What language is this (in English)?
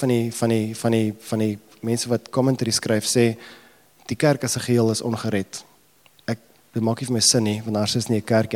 Afrikaans